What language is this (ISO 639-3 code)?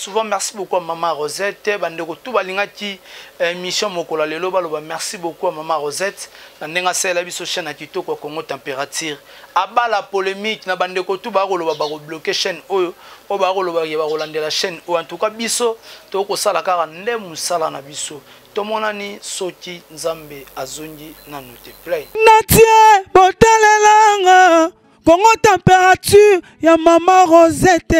lin